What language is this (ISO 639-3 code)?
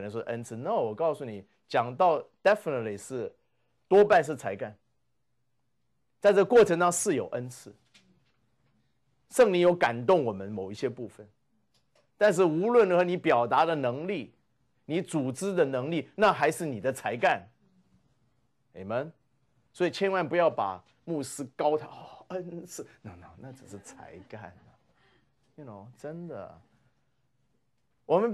zho